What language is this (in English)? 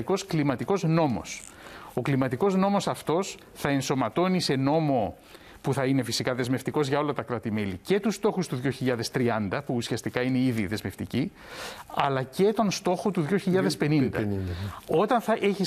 Greek